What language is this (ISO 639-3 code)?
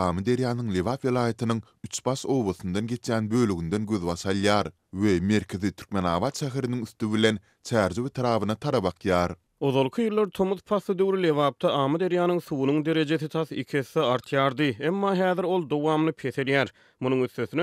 tuk